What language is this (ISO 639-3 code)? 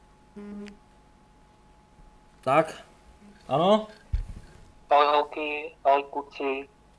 ces